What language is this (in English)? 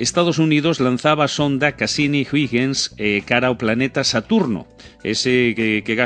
Galician